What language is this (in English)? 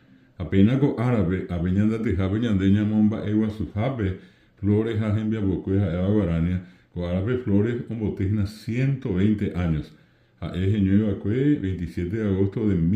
Guarani